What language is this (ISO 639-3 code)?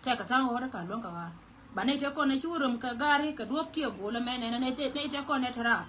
nus